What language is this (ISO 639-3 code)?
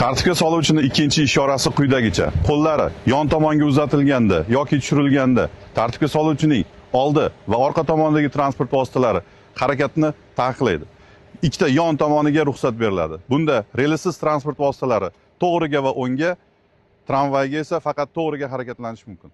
uzb